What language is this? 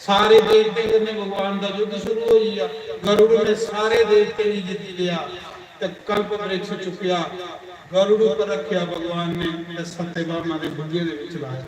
Dogri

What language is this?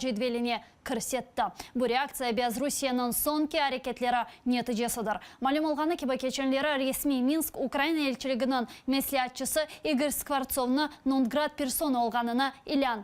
Crimean Tatar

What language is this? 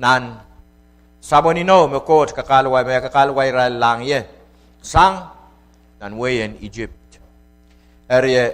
Pohnpeian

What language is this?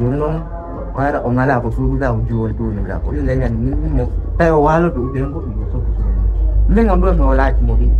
Fula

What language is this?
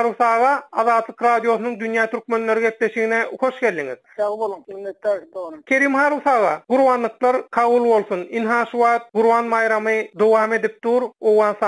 Turkmen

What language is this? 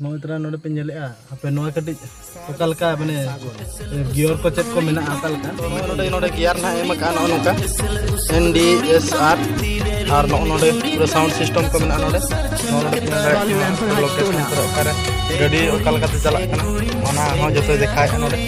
Santali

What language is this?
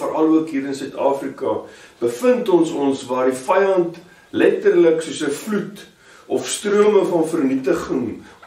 Afrikaans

